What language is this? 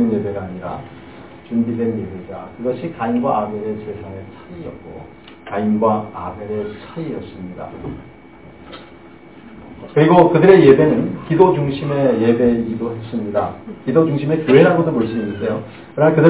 Korean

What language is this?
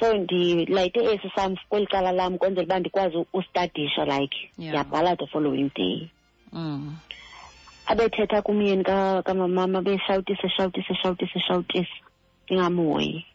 Xhosa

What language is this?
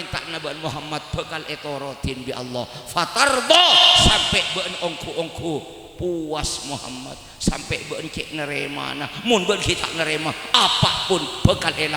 Madurese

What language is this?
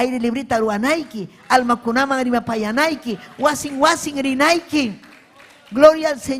Ayacucho Quechua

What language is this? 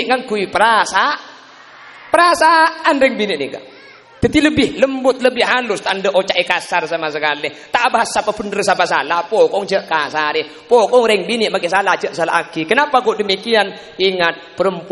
Madurese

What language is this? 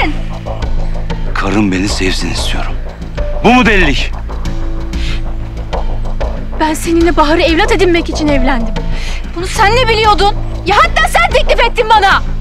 Turkish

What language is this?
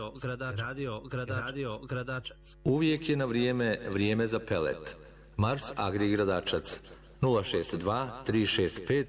Bosnian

